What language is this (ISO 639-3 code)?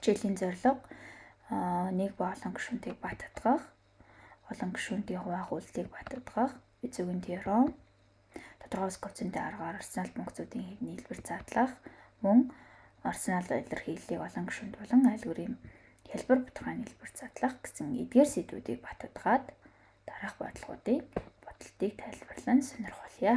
mon